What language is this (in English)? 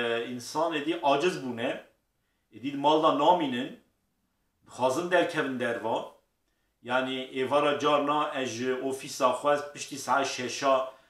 Kurdish